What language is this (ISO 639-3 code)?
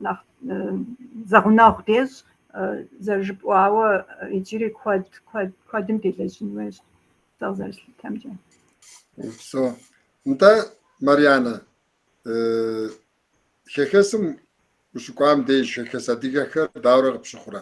kbd